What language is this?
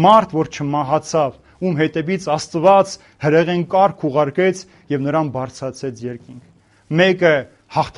Armenian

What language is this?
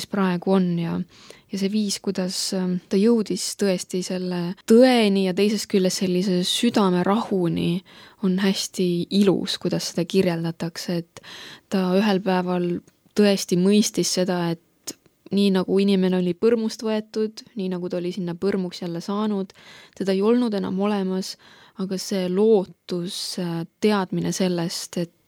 Estonian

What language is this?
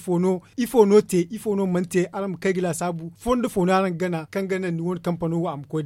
Zarma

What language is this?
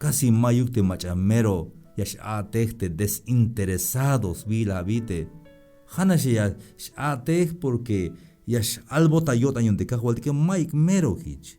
Tzeltal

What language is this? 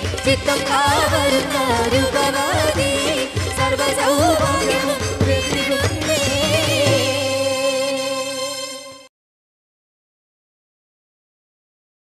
Malayalam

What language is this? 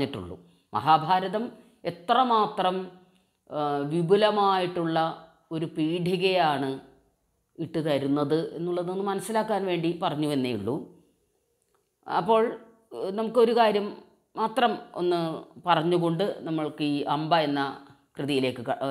Malayalam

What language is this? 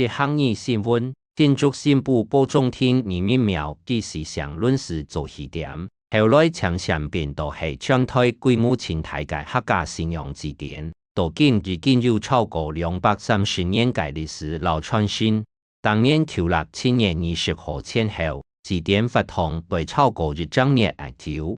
Hakka Chinese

